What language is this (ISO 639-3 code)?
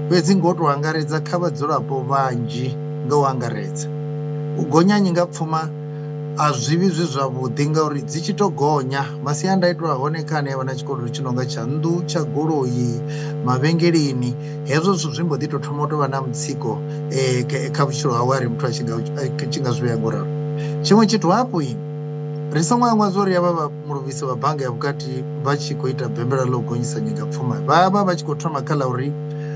ven